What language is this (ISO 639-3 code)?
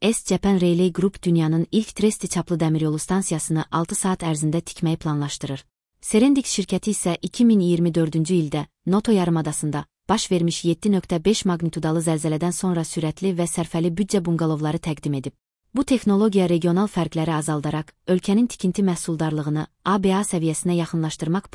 aze